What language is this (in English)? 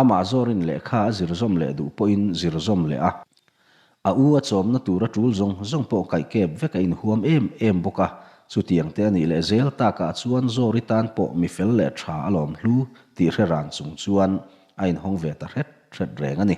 Mizo